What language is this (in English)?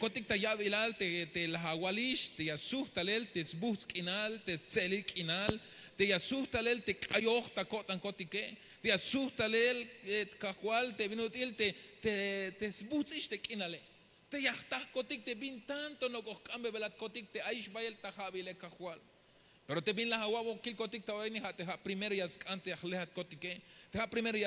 Tzeltal